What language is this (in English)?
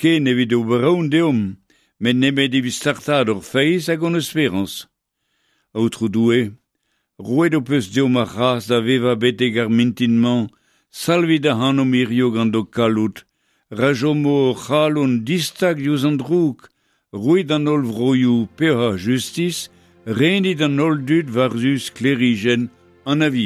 Breton